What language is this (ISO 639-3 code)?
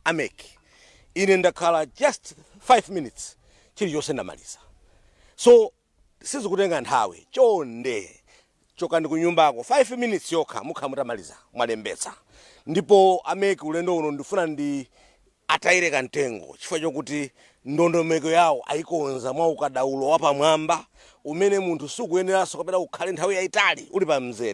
nya